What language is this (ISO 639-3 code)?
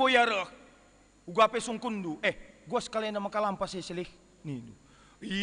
btx